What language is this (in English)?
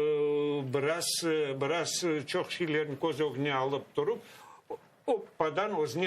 Crimean Tatar